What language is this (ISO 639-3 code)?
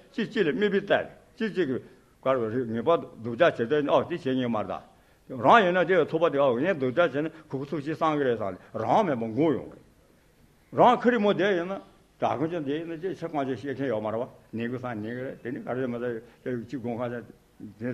bod